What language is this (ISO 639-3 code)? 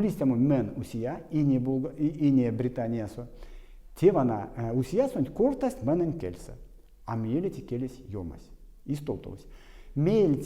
myv